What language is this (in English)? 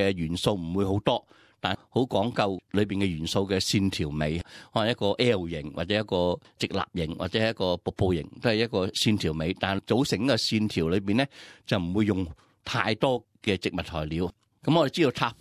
Cantonese